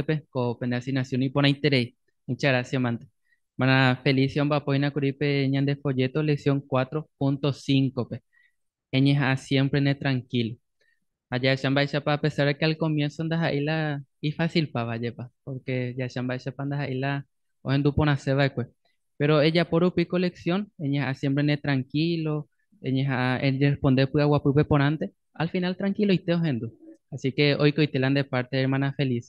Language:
Guarani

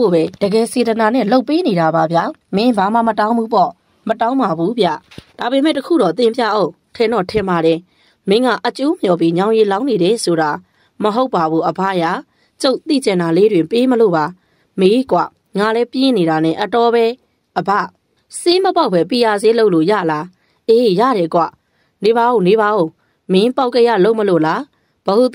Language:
Burmese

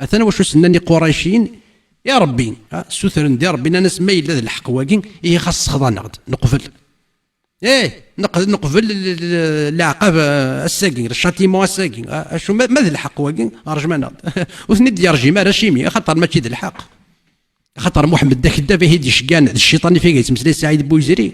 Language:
Kabyle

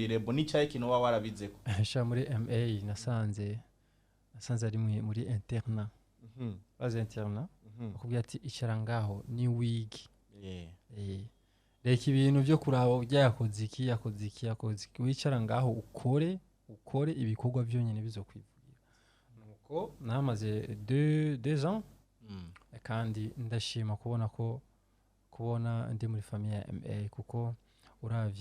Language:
Rundi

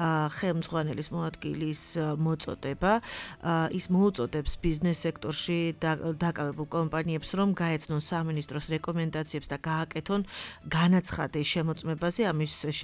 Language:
Georgian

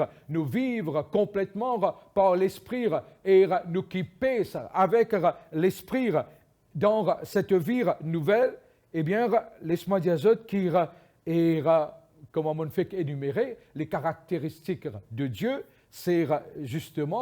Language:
Morisyen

